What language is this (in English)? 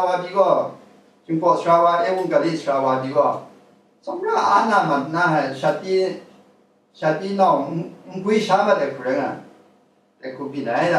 Kachin